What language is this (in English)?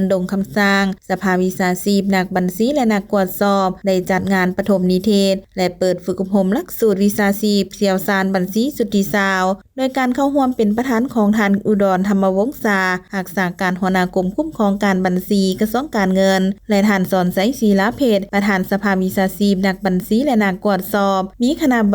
Lao